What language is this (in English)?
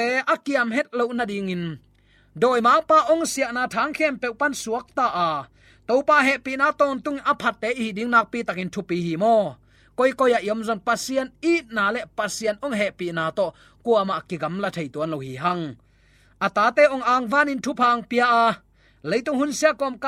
Tedim Chin